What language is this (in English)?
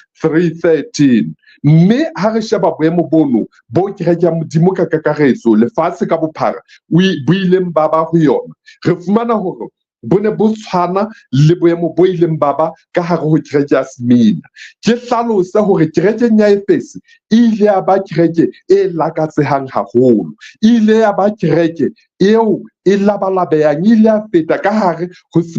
Southern Sotho